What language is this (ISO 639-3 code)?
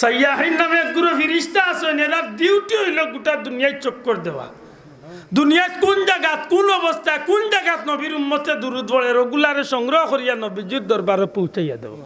syl